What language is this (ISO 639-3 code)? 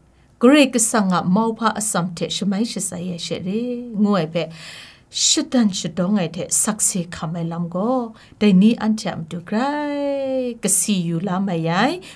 kac